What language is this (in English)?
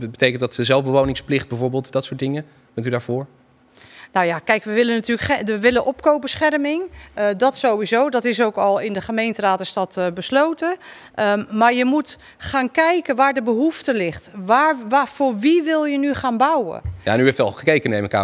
Dutch